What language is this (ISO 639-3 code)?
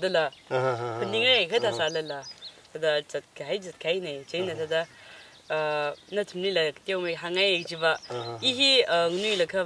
nmf